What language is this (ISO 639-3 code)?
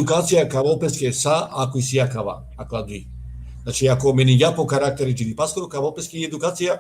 rmn